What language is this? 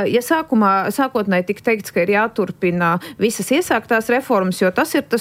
Latvian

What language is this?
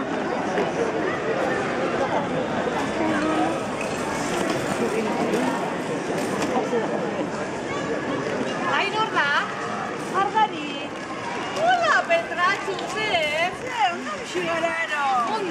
Basque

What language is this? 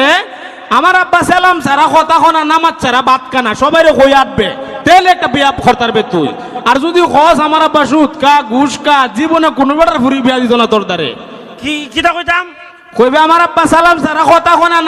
Sylheti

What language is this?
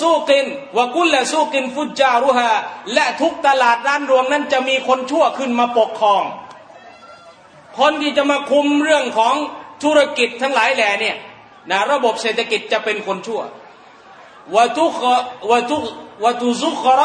Thai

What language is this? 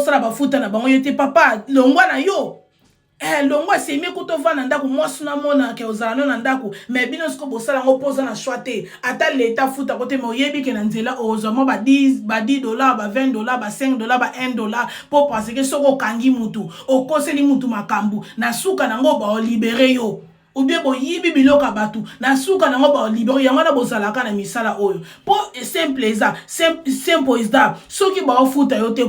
Lingala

